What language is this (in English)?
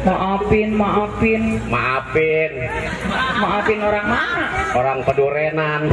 Betawi